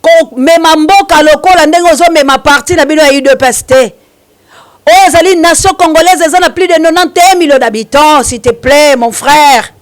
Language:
Lingala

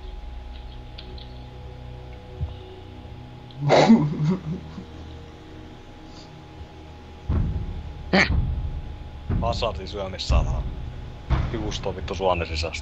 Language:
Finnish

